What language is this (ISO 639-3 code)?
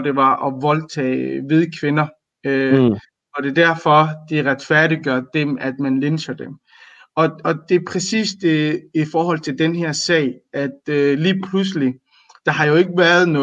dan